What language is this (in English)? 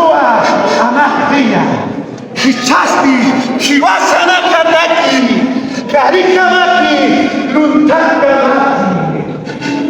Aymara